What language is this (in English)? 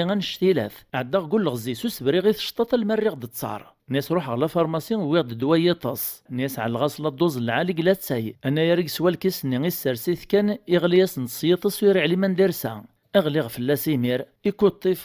Kabyle